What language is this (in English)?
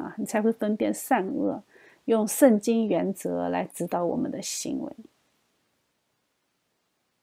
Chinese